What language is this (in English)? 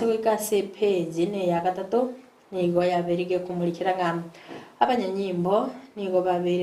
Gusii